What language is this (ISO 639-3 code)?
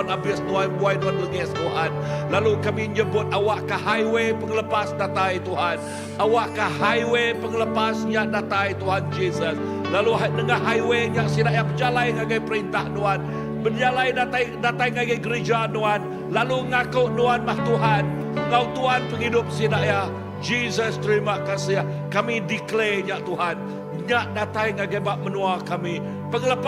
iba